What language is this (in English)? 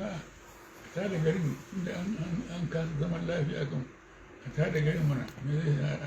Hausa